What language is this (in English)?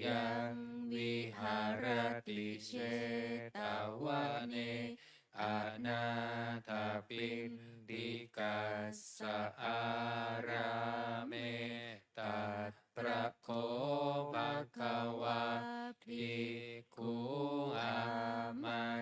Pali